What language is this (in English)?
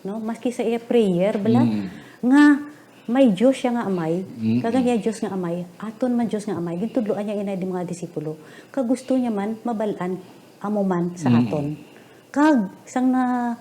Hiligaynon